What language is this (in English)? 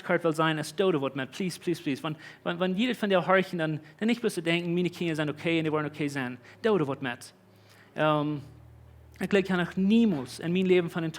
Plautdietsch